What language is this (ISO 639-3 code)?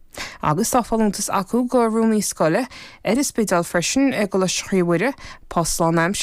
gle